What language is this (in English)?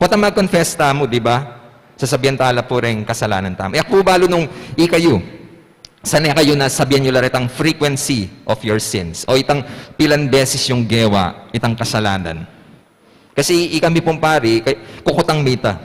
Pampanga